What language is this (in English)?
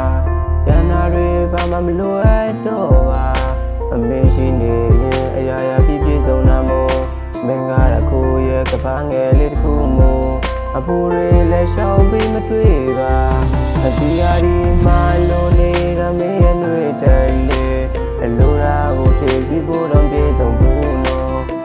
Burmese